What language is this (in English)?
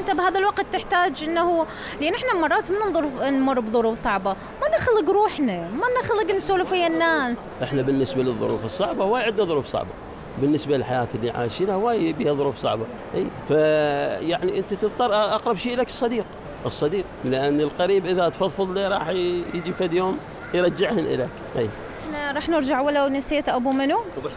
Mesopotamian Arabic